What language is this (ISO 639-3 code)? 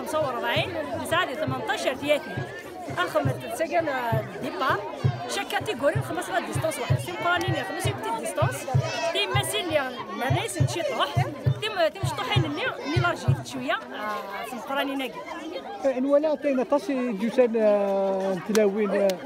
kab